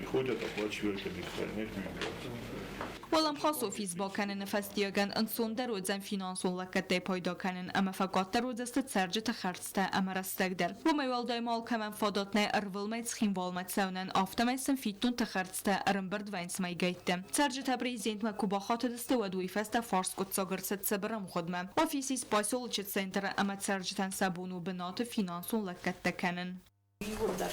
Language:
Ossetic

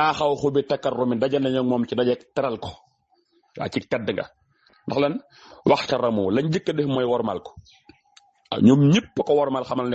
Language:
Wolof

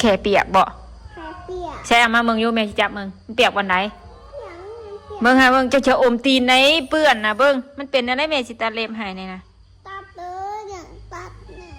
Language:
Northeastern Thai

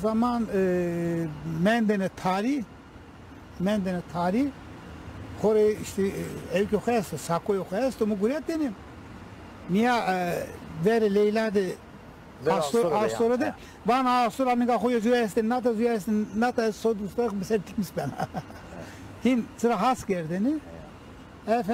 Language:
Zaza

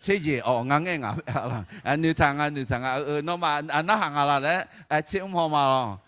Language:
Akha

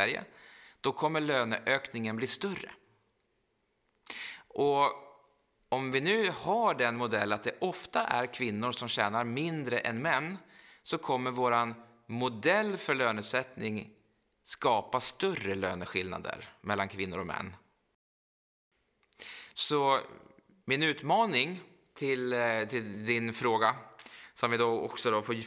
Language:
Swedish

